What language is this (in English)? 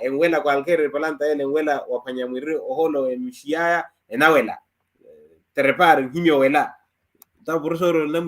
Makhuwa